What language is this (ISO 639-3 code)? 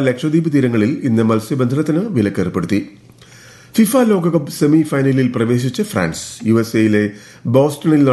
mal